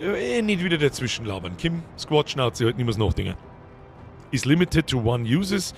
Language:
Bavarian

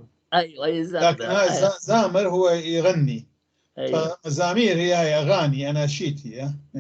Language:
North Levantine Arabic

